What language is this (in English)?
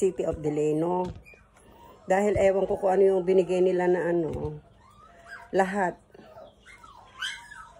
Filipino